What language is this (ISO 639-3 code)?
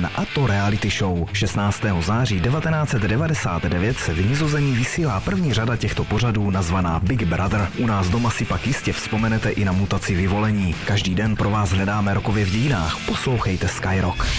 ces